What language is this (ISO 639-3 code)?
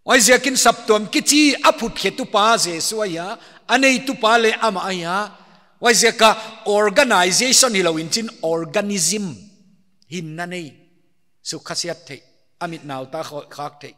pck